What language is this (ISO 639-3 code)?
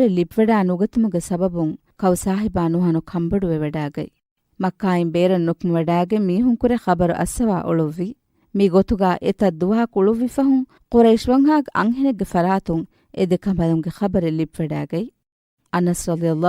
div